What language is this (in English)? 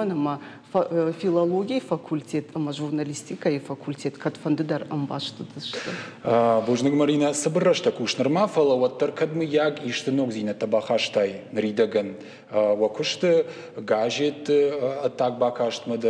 Ossetic